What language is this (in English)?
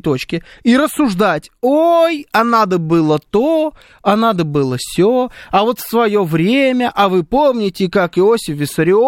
Russian